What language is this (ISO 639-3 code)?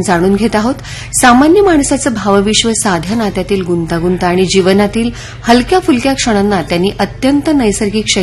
mar